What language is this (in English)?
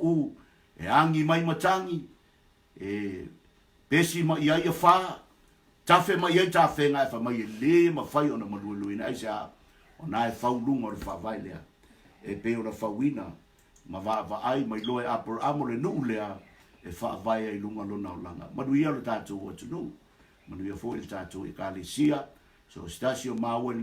Samoan